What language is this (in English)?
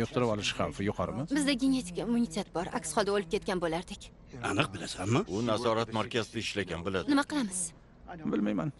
Uzbek